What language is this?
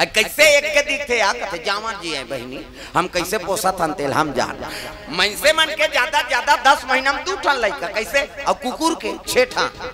Chhattisgarhi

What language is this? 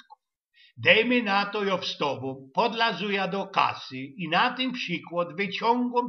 Silesian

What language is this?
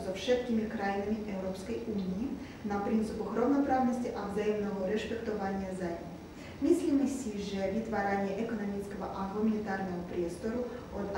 Slovak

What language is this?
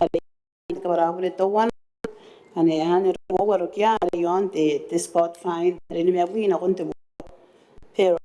Gilbertese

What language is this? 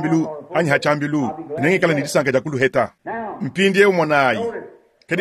Luba-Lulua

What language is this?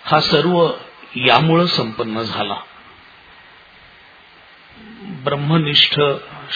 Marathi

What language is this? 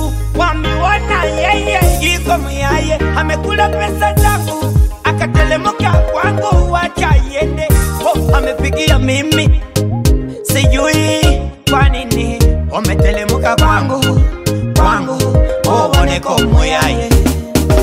Swahili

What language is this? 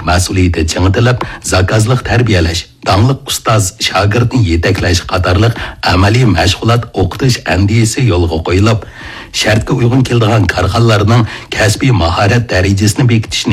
Uyghur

